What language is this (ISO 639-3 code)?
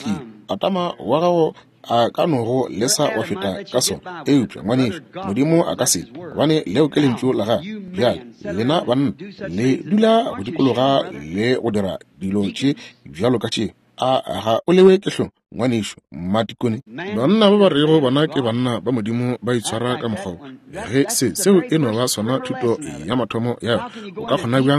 nso